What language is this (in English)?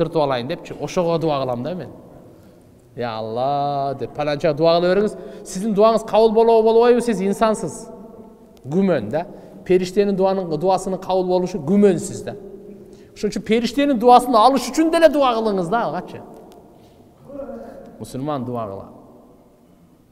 Kyrgyz